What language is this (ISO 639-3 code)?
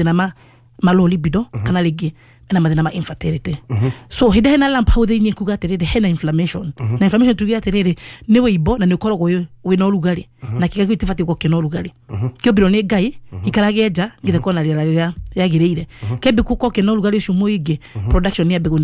kik